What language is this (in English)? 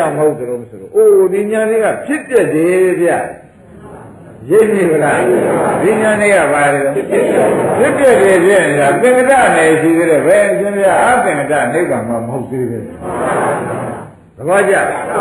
Burmese